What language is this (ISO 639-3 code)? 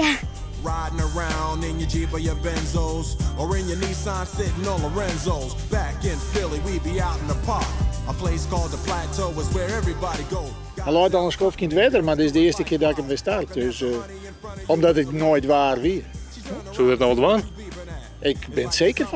fry